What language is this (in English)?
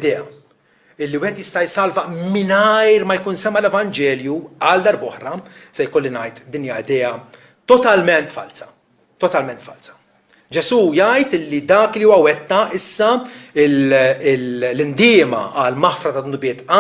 Maltese